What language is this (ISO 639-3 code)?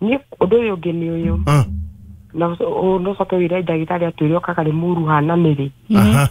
kik